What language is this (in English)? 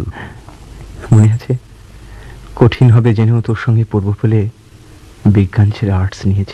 Bangla